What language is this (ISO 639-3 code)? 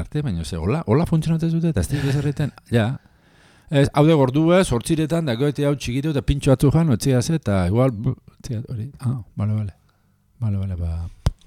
eus